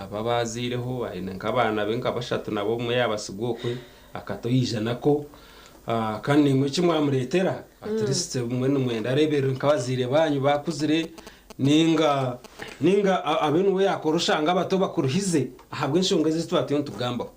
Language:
Nyankole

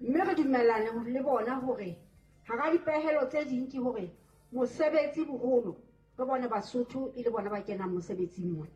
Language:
Southern Sotho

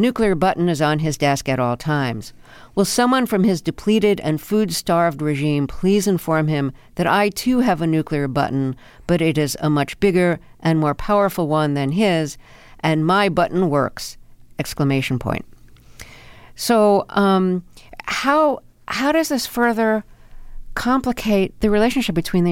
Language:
English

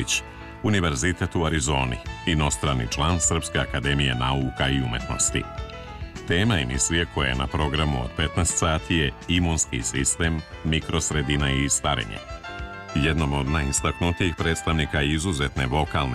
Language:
Serbian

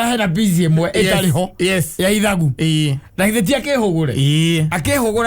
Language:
Kikuyu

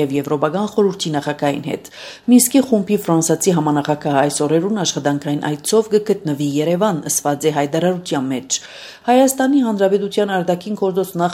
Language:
Armenian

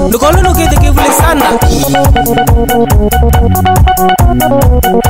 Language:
Swahili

